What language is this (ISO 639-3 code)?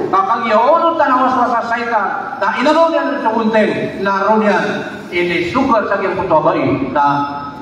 mrw